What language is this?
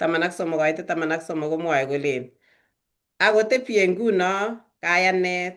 Kalenjin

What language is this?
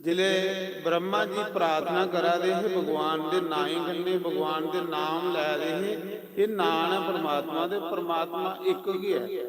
Dogri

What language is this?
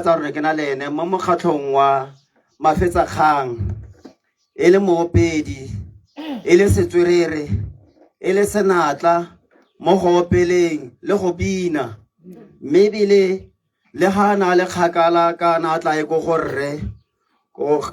Tswana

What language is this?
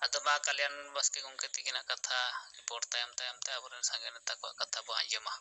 Santali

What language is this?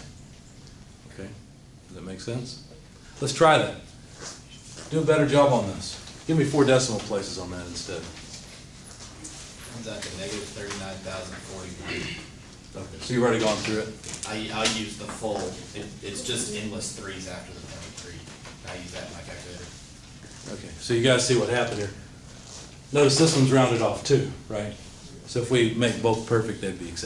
English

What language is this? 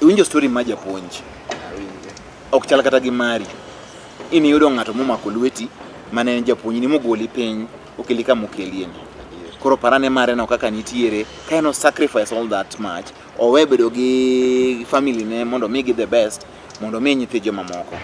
Luo (Kenya and Tanzania)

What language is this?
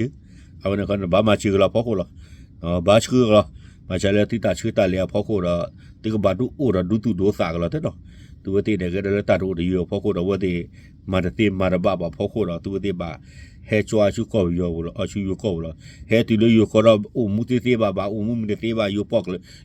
S'gaw Karen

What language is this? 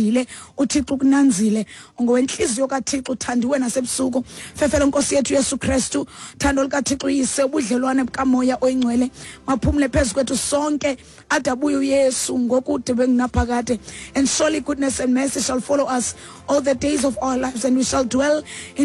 Xhosa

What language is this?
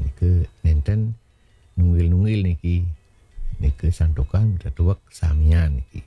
Balinese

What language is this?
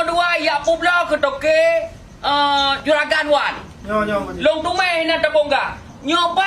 Achinese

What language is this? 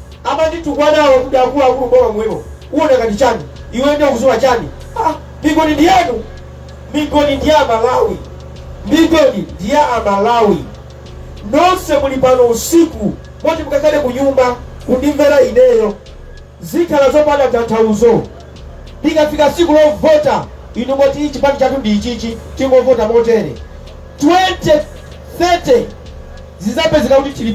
Nyanja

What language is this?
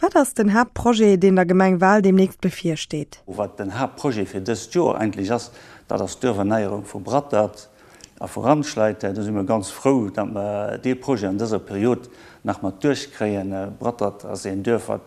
Luxembourgish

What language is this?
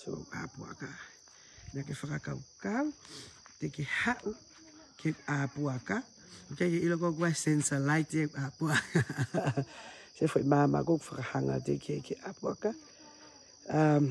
Tongan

